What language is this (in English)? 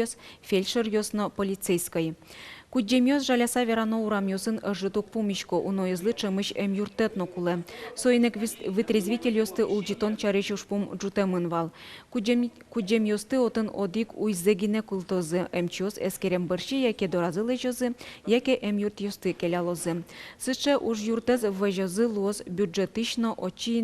Udmurt